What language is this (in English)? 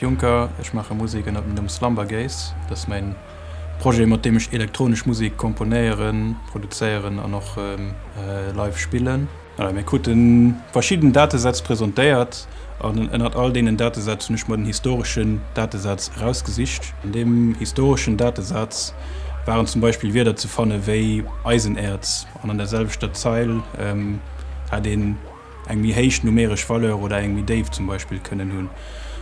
Luxembourgish